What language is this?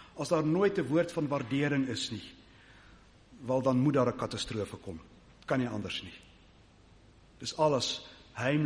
Afrikaans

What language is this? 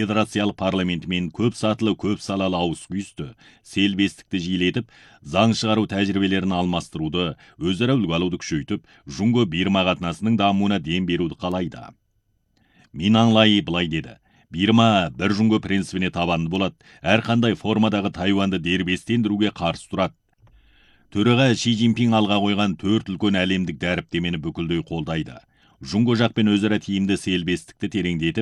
Kazakh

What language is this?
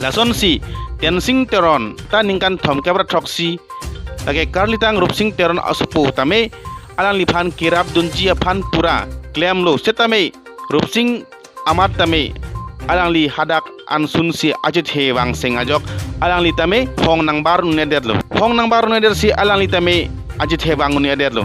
Karbi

